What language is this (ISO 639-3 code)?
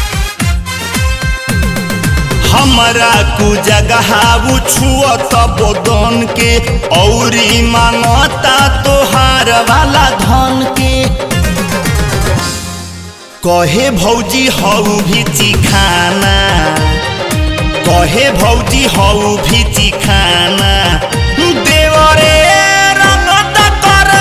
bho